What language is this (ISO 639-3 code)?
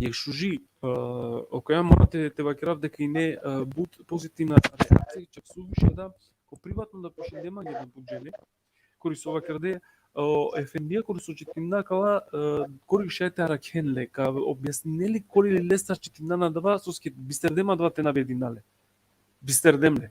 rmn